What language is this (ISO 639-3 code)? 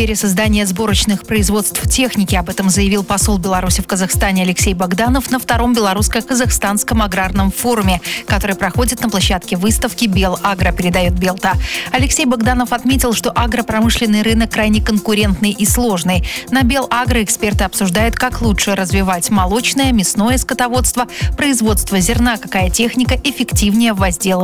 rus